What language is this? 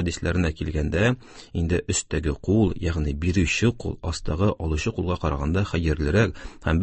Tatar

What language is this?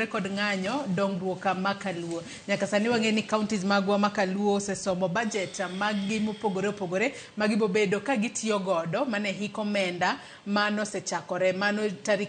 Luo (Kenya and Tanzania)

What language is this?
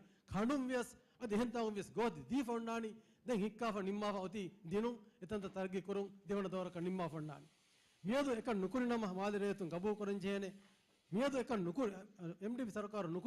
Divehi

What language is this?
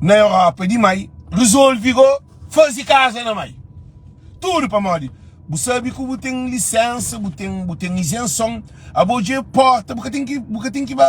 Kabuverdianu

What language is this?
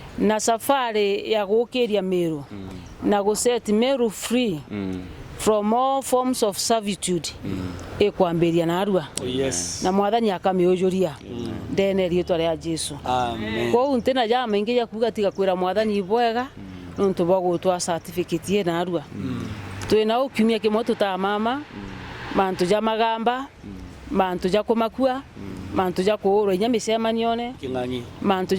Meru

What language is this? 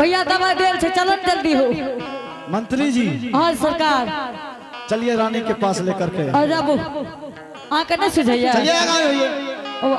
Angika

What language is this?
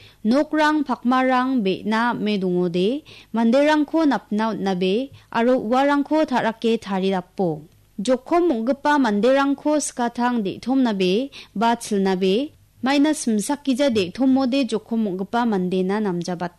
Garo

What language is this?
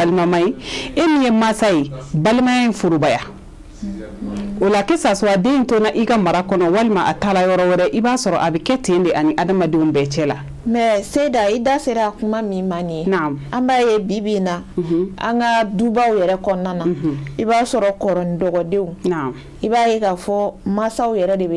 Bambara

